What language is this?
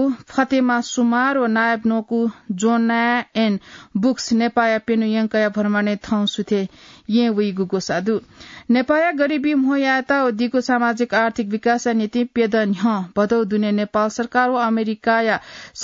Newari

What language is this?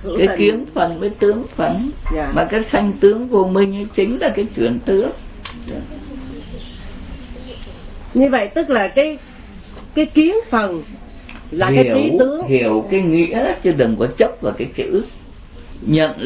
Vietnamese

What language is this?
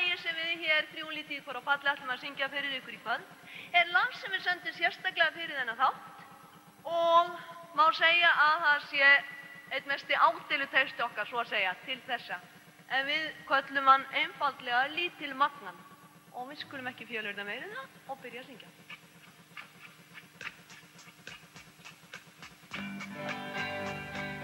Icelandic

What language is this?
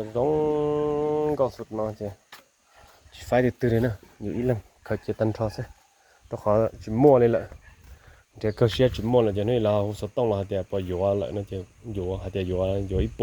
Hmong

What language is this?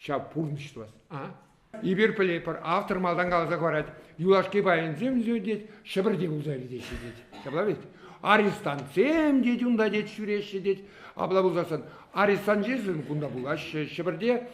Chuvash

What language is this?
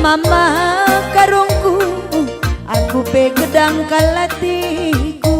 Batak Karo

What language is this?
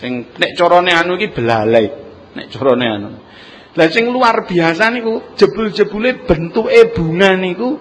Javanese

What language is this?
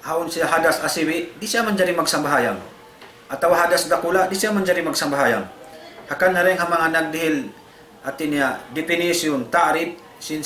Tausug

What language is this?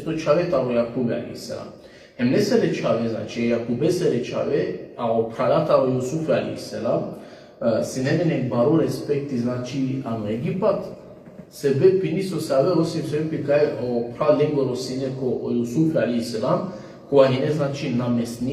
Balkan Romani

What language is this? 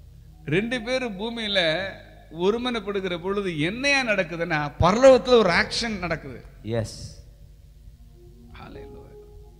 Tamil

